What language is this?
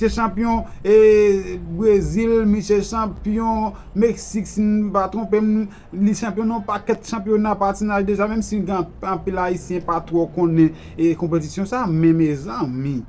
Haitian Creole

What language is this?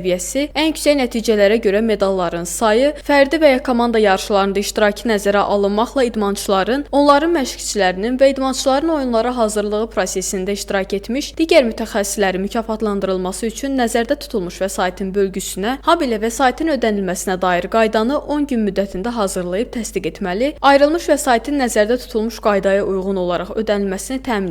Azerbaijani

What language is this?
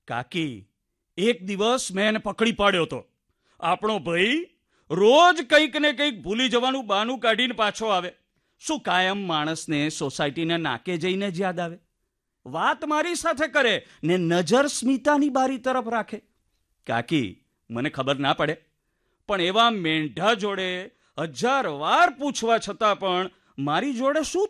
Gujarati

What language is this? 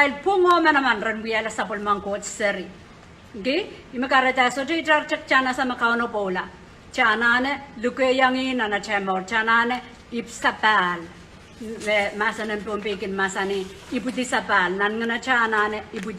Pohnpeian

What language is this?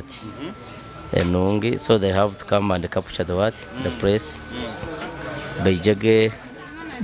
Nyoro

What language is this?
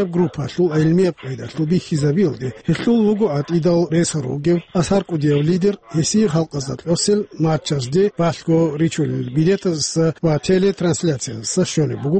Avaric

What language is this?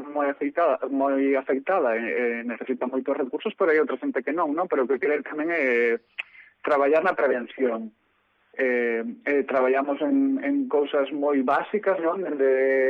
Galician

